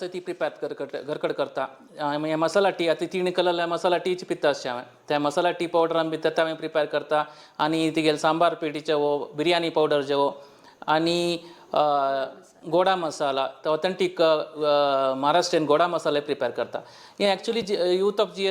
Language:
Konkani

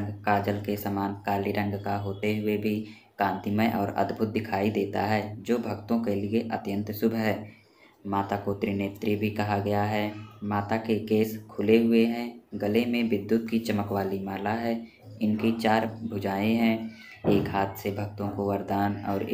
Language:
Hindi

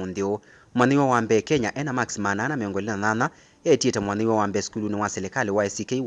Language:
Kamba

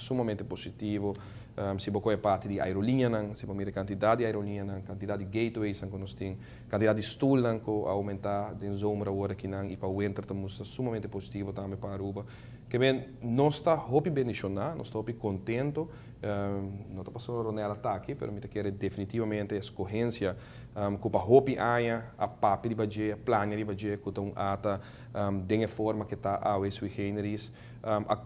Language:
Papiamento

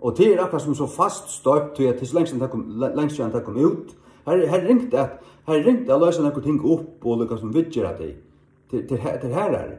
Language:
Faroese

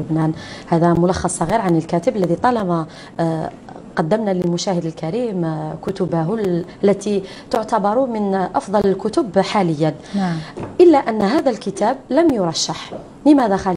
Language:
Arabic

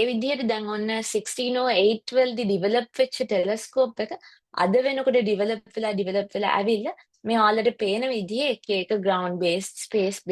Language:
Sinhala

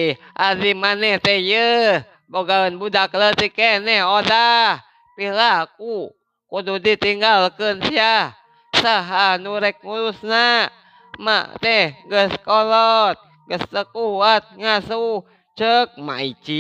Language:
Sundanese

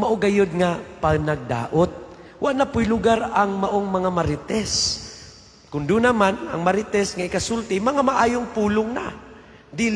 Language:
Cebuano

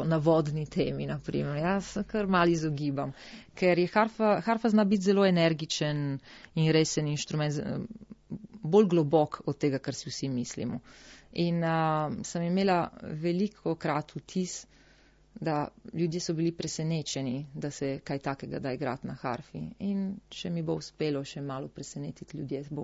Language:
Slovenian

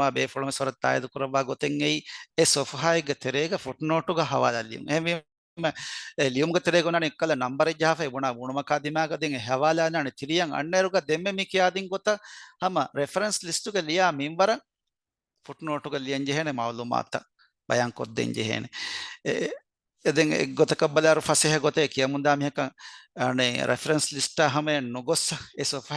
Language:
Divehi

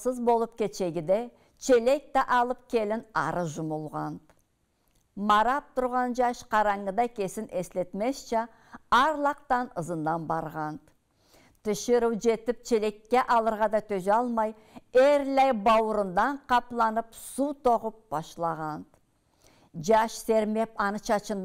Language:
Karachay-Balkar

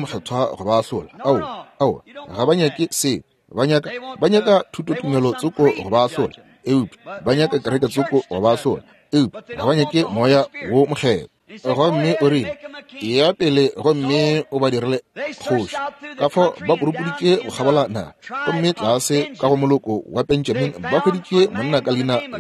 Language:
Northern Sotho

